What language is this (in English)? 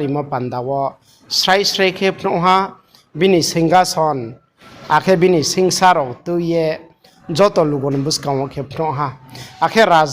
Riang (India)